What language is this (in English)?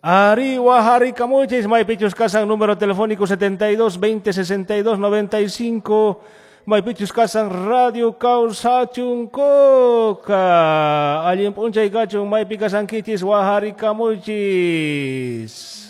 Quechua